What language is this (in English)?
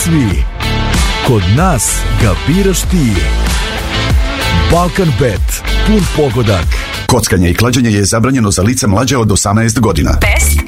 Serbian